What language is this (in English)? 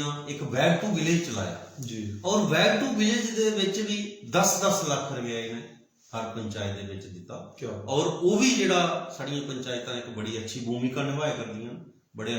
Dogri